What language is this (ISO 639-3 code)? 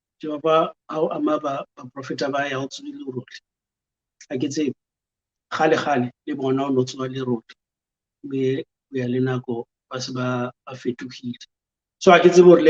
sot